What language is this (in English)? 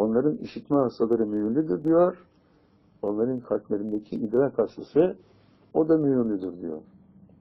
Turkish